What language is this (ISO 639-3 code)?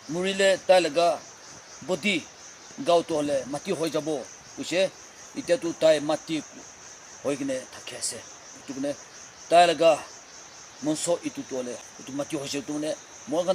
nag